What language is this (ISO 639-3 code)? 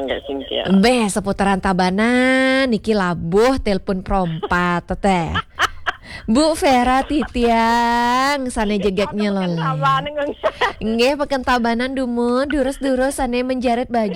ban